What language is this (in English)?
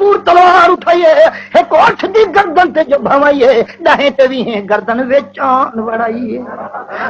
Saraiki